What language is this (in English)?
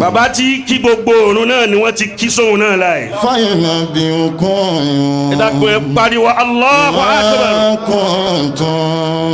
Yoruba